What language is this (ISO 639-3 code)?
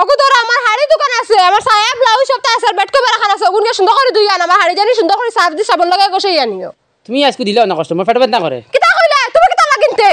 syl